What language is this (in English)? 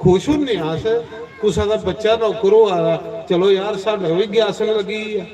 Dogri